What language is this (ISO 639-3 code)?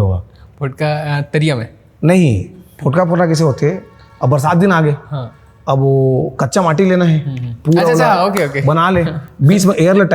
hne